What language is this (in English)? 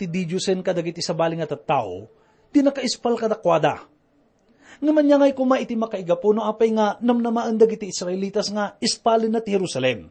Iloko